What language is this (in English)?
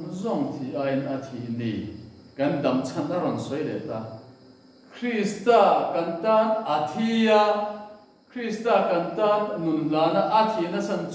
Mizo